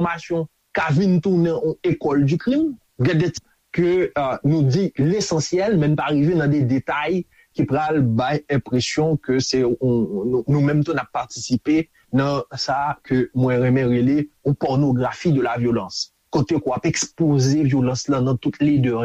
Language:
Haitian Creole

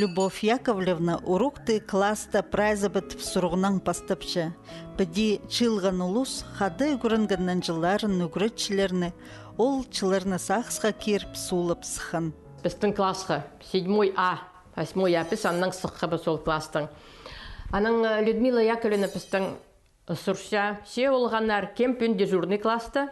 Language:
Khakas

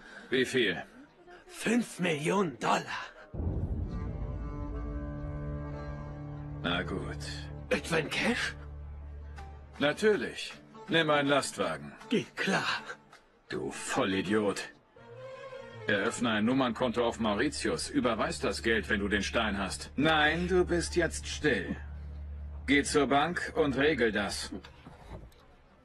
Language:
German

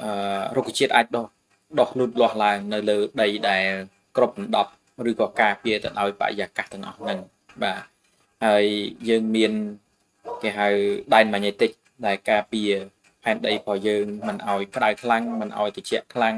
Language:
Khmer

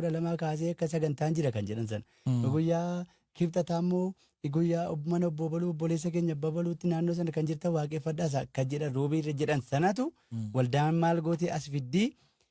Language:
Oromo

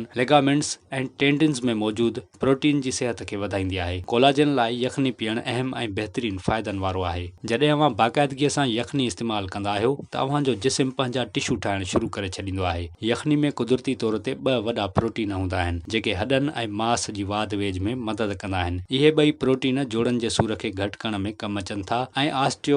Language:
Sindhi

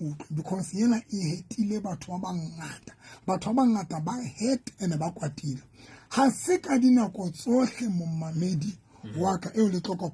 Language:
Southern Sotho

